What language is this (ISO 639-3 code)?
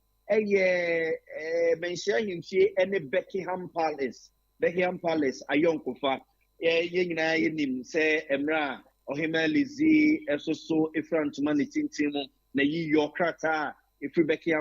aka